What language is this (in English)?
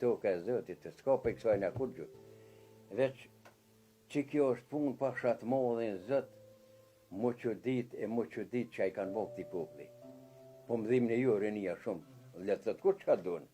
Albanian